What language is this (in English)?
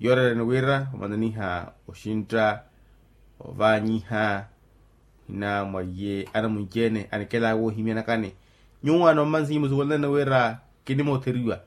Makhuwa